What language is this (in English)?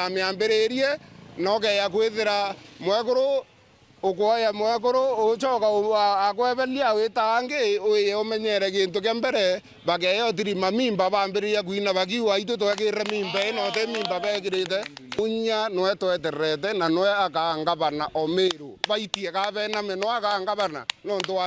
Meru